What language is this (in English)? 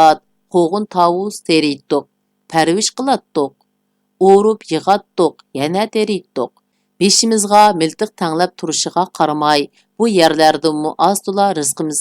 Uyghur